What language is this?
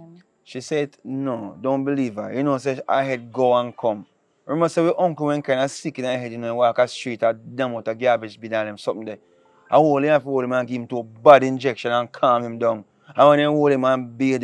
Jamaican Creole English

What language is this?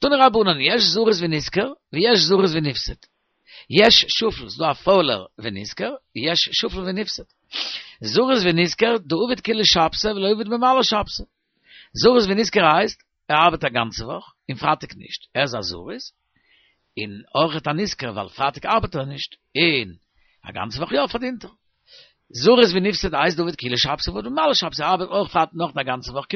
Yiddish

